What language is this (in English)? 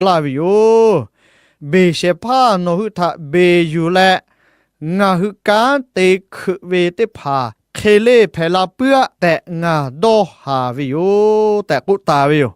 Lahu